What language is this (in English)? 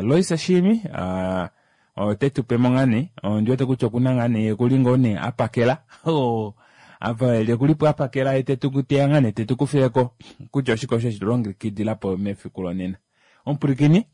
Kuanyama